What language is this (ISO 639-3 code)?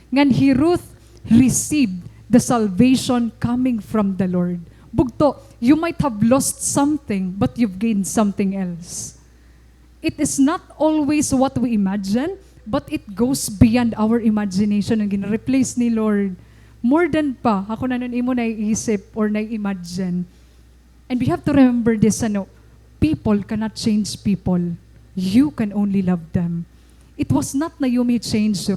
war